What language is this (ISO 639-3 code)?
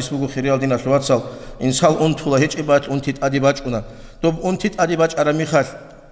ava